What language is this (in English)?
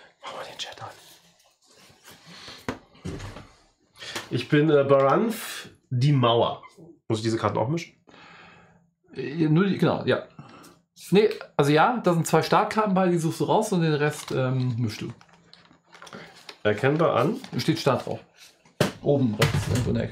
German